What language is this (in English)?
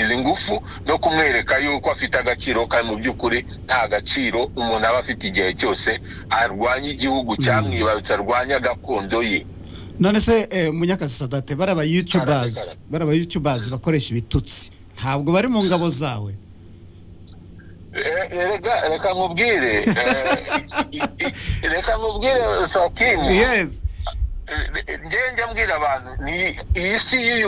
Kinyarwanda